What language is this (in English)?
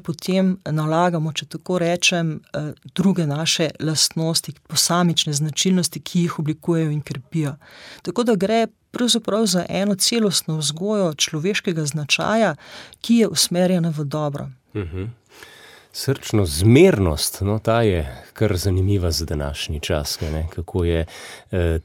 Slovenian